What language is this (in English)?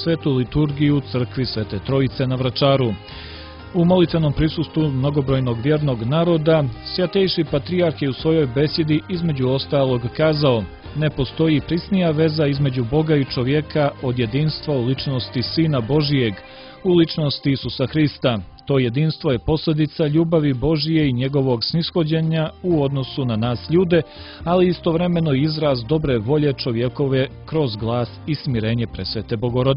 Serbian